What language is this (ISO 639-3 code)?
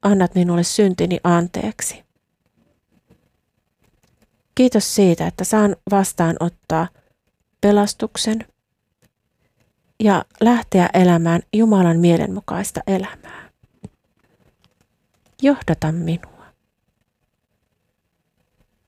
fin